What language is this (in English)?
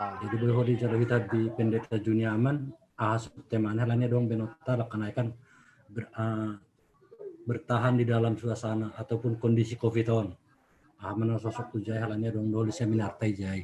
Batak Simalungun